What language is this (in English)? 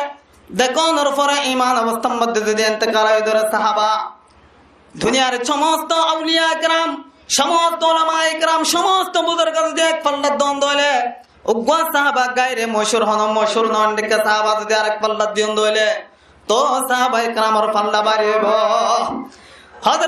Rohingya